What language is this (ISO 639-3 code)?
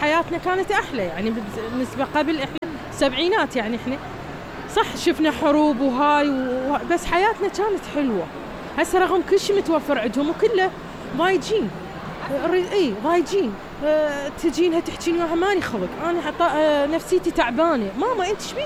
acm